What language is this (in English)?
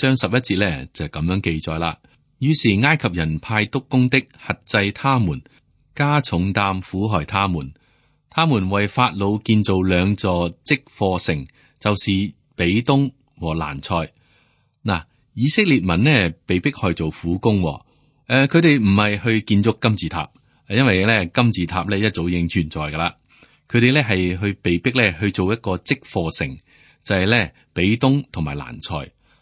Cantonese